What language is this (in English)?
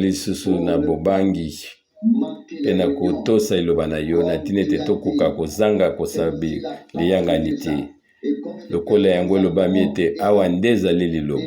Lingala